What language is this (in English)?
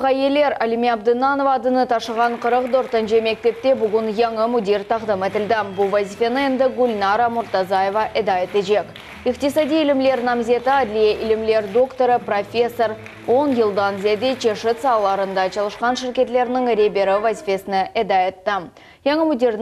Crimean Tatar